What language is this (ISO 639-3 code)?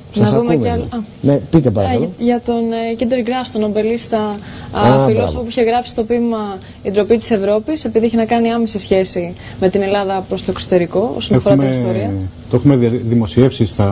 ell